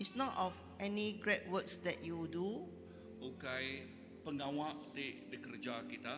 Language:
Iban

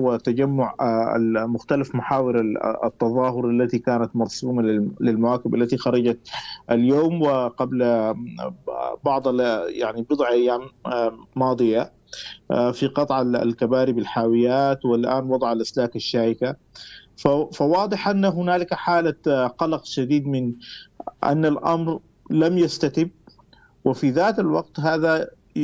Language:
Arabic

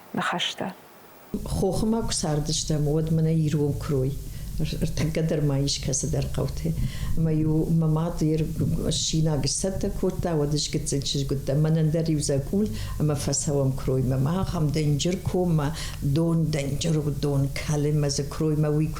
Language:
Ossetic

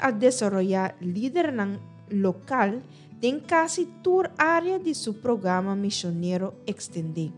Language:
Papiamento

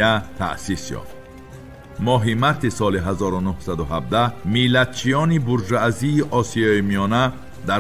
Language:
Tajik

